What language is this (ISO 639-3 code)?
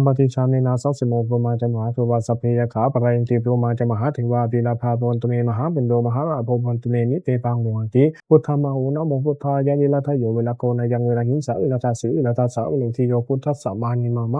pli